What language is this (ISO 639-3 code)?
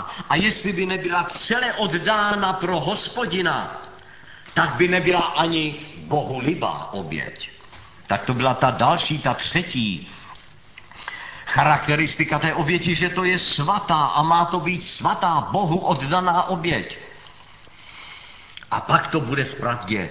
ces